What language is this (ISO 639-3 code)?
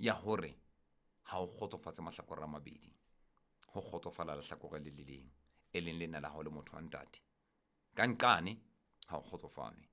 sot